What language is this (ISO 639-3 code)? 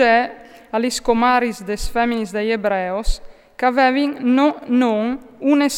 fur